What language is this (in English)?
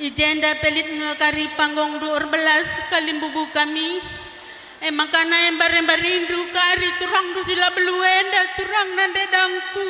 Batak Karo